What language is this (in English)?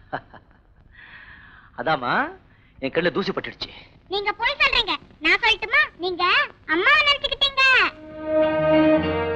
Tamil